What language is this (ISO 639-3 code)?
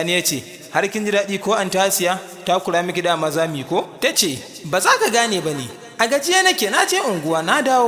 hau